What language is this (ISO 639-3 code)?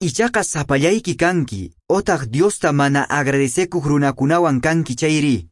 que